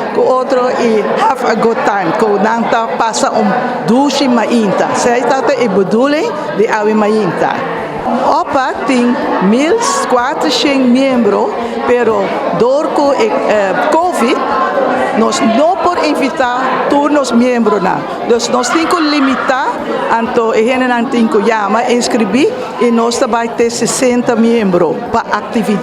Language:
Papiamento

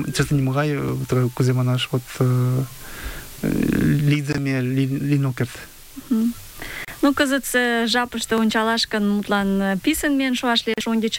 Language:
Mari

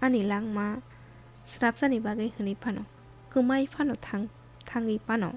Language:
Kok Borok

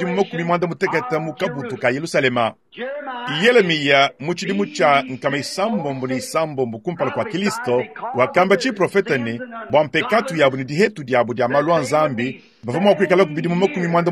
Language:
Luba-Lulua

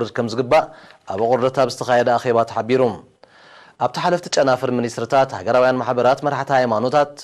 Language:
Tigrinya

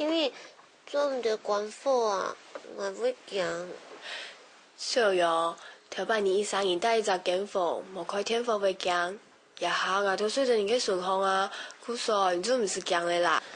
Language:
Hakka Chinese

